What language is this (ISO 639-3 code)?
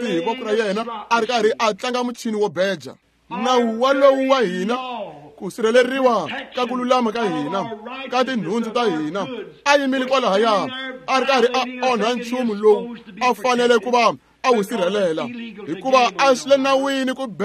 tso